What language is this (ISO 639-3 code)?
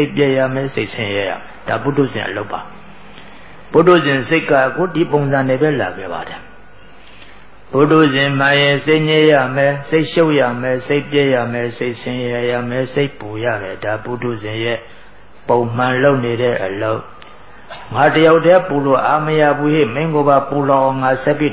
mya